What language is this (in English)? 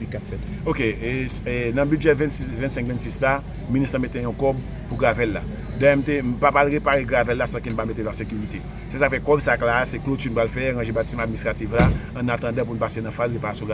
Haitian Creole